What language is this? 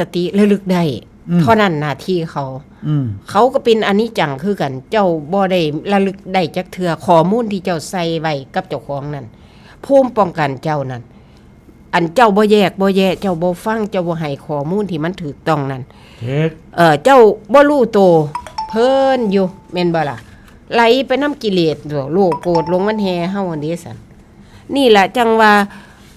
Northeastern Thai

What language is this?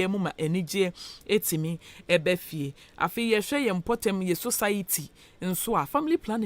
Akan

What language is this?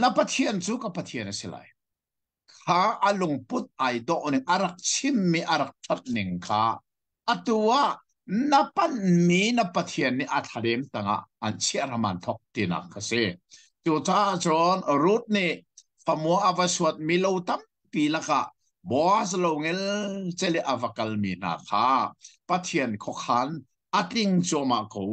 Hakha Chin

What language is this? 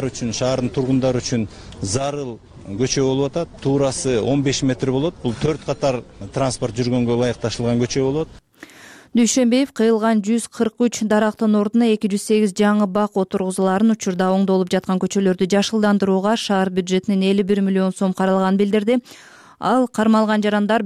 Kyrgyz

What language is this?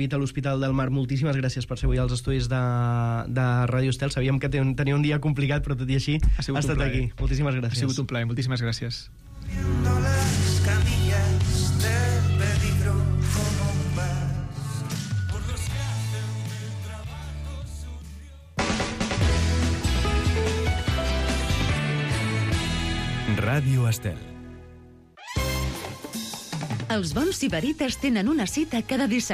Catalan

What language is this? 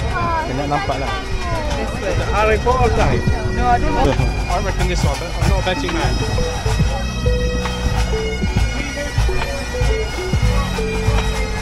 Malay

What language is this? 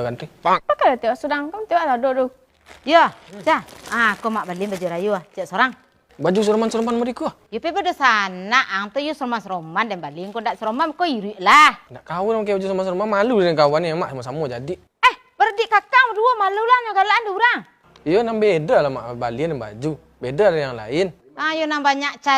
Minangkabau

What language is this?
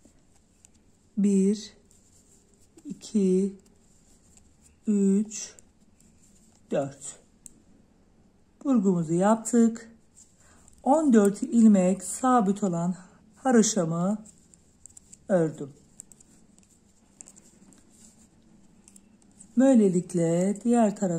Turkish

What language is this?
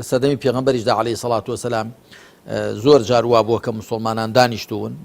Central Kurdish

